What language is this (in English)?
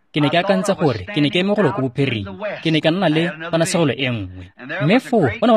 Tswana